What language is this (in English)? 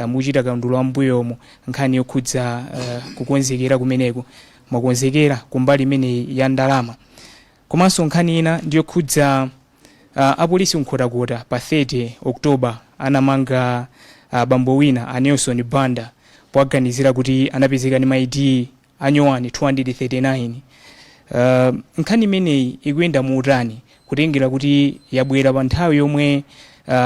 Nyanja